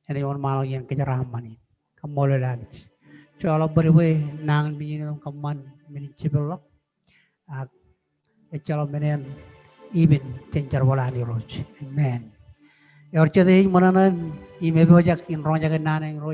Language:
Marshallese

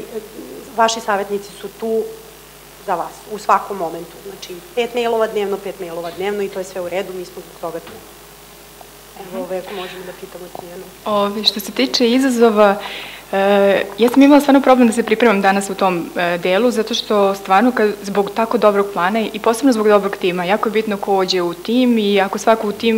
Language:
Serbian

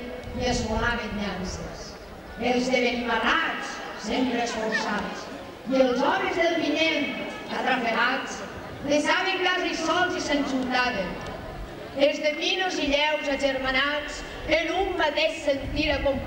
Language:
Catalan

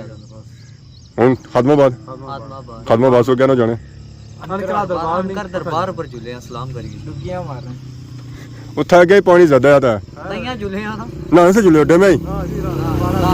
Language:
Pahari-Potwari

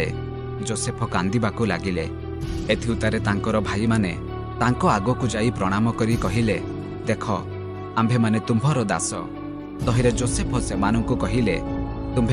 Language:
Odia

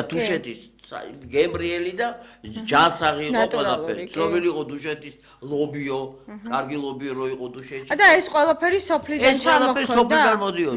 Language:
Georgian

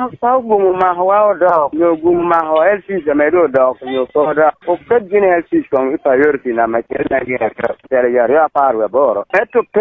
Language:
Lango (Uganda)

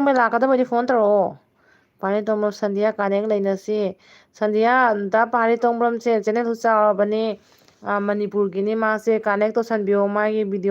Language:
Manipuri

